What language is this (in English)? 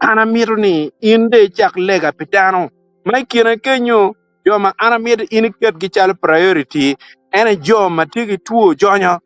Acoli